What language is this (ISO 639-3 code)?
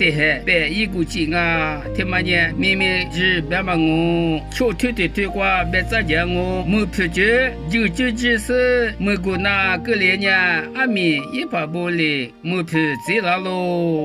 lis